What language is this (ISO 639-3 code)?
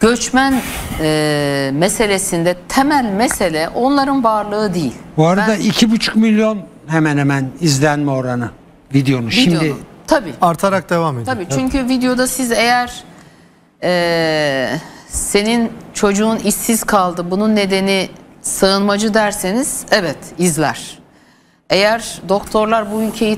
tur